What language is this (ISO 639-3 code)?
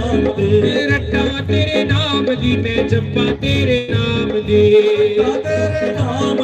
doi